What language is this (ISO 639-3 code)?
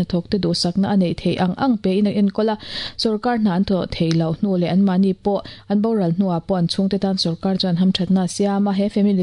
lus